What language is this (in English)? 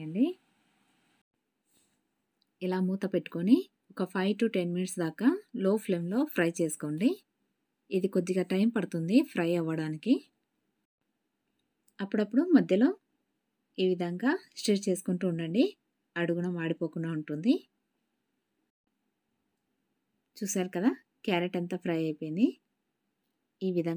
Telugu